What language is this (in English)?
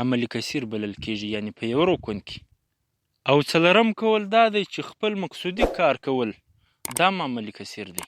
Pashto